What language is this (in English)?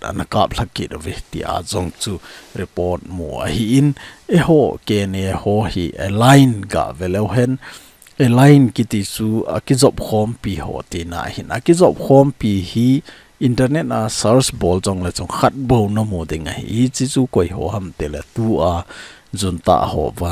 Thado Chin